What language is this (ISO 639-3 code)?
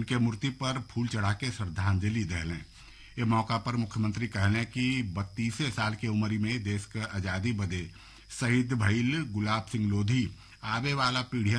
bho